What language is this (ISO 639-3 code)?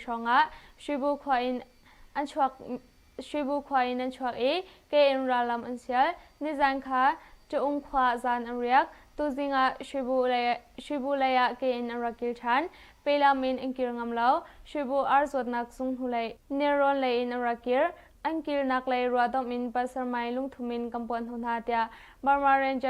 cnh